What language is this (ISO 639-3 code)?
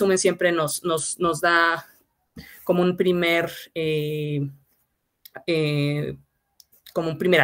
spa